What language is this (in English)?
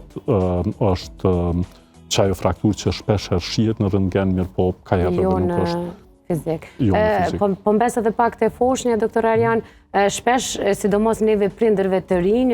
Albanian